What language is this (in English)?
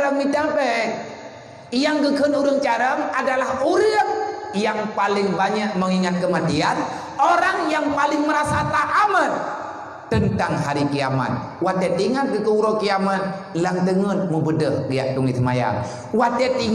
Achinese